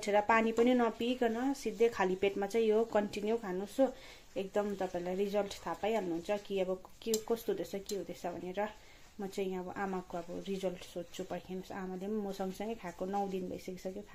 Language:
Nepali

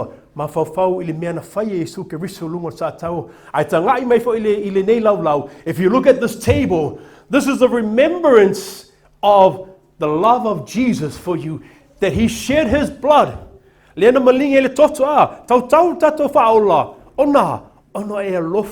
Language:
Samoan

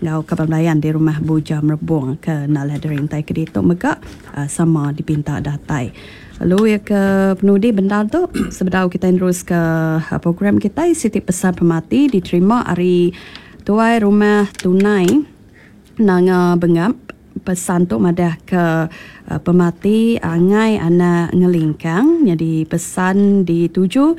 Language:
Iban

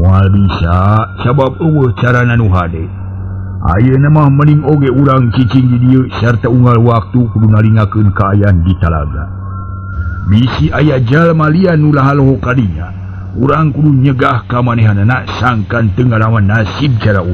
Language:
Sundanese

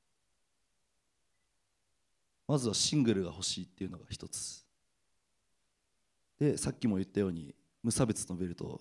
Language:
Japanese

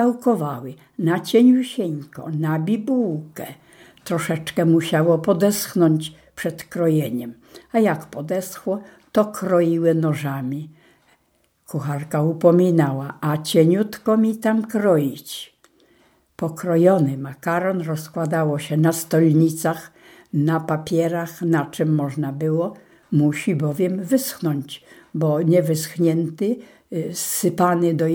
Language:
Polish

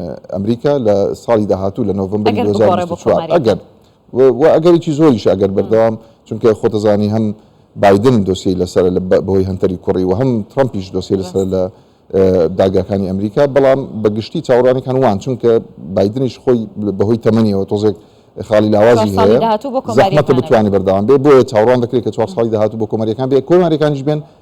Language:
Central Kurdish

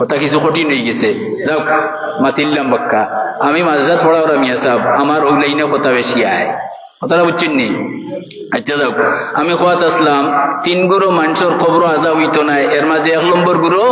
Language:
Sylheti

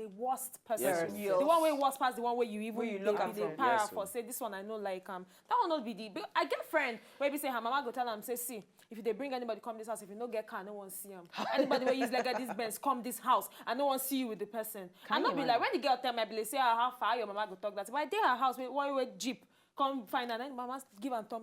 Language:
Nigerian Pidgin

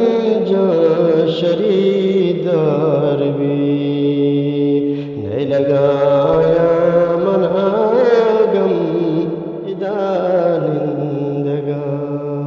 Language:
Eastern Balochi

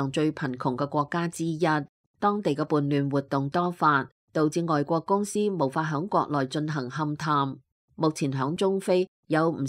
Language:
Cantonese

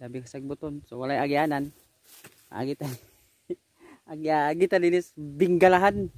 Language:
Cebuano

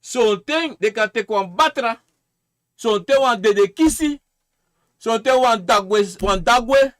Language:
Sranan Tongo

